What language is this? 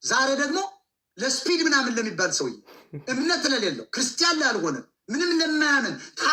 Amharic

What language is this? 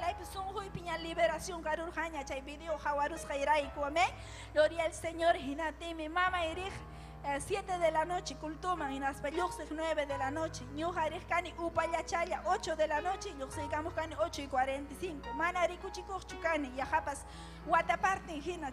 Ayacucho Quechua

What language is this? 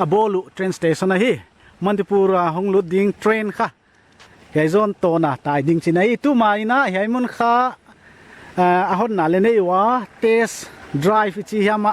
Paite Chin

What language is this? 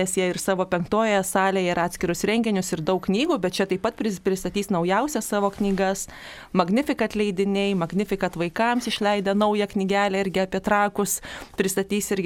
Lithuanian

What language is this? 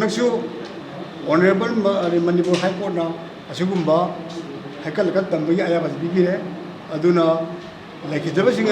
Manipuri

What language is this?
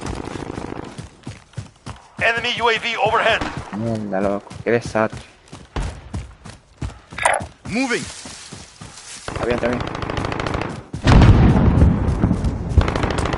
Spanish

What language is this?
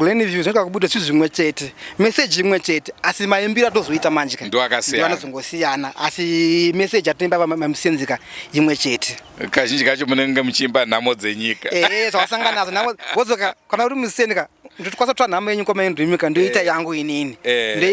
Shona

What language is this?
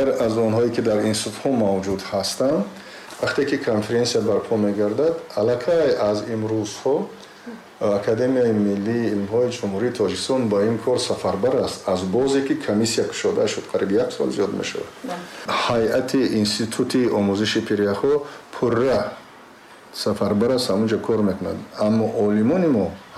Tajik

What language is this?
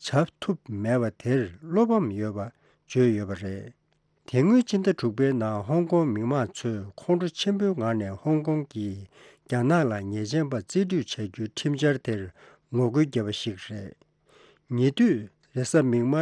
Tibetan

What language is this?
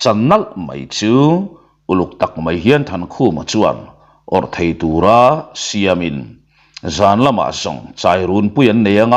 Mizo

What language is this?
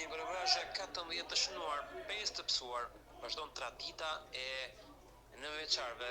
Albanian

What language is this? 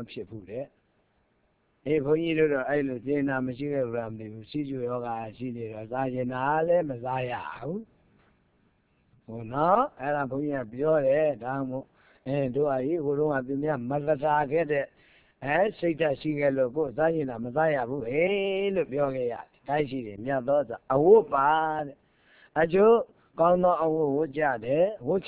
Burmese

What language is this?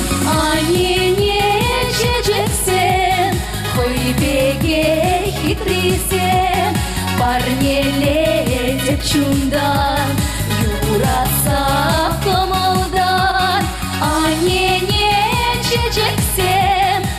Chuvash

